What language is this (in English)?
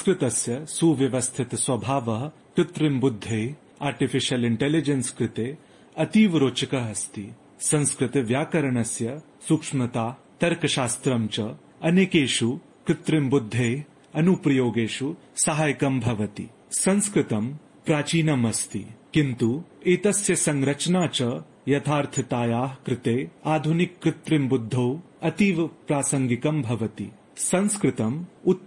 Sanskrit